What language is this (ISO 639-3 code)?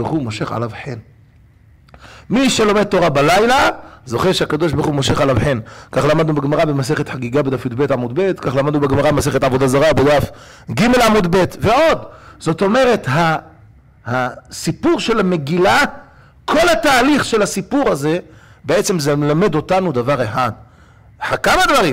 heb